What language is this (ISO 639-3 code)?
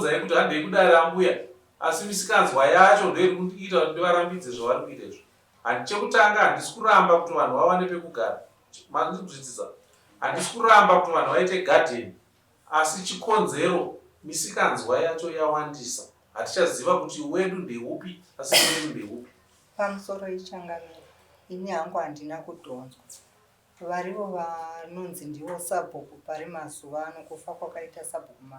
sna